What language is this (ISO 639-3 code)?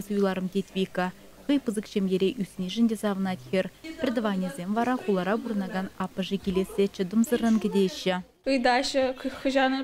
chv